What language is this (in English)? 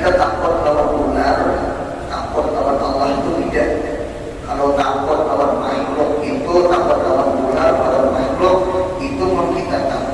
Banjar